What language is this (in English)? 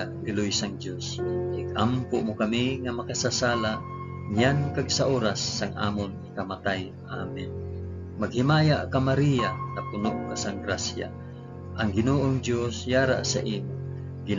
Hiligaynon